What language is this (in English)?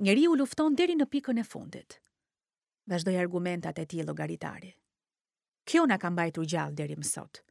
Albanian